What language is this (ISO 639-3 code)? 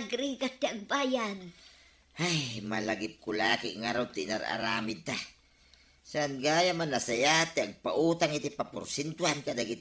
ilo